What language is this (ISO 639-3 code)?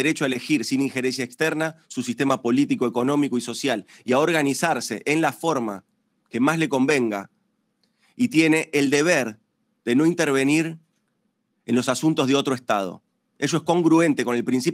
spa